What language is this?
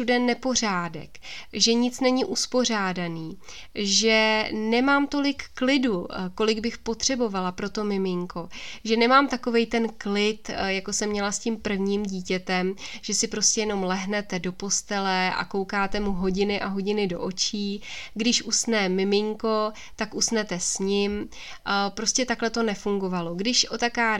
Czech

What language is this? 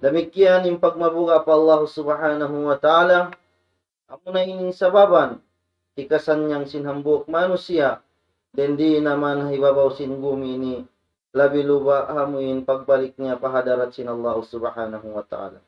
Tausug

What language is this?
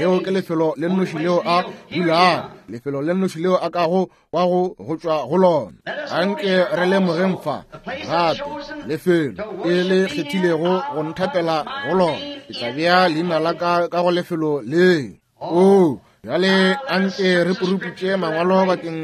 Northern Sotho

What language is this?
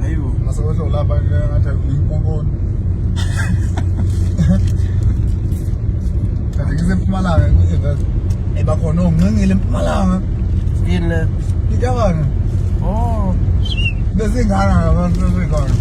Zulu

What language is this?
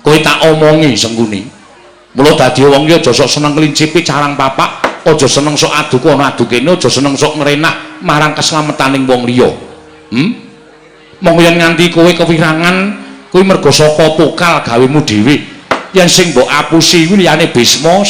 Javanese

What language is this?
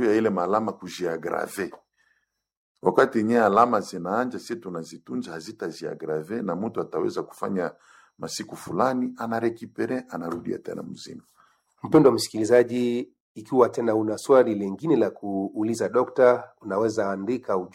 Swahili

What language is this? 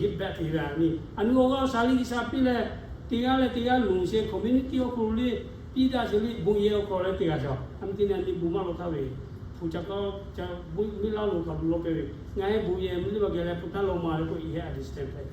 Lahu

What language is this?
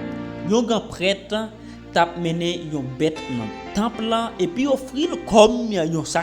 Haitian Creole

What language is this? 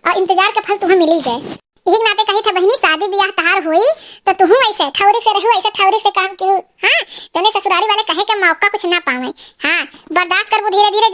Awadhi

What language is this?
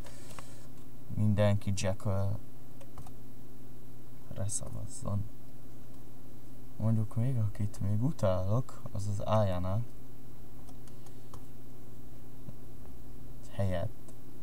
Hungarian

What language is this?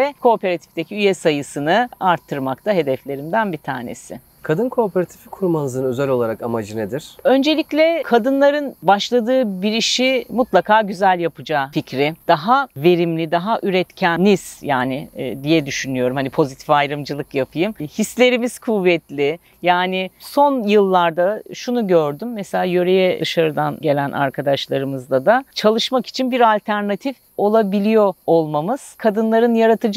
Turkish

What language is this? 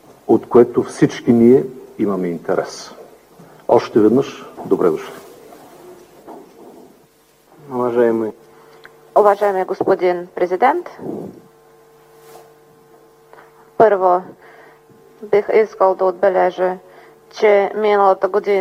Bulgarian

